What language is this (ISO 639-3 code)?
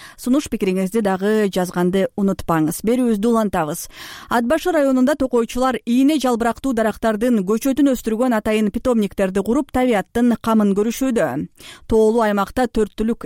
kir